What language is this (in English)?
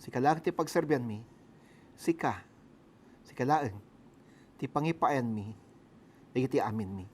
Iloko